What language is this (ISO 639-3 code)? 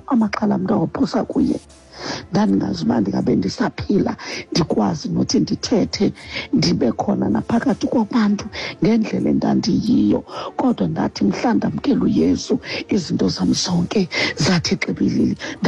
xho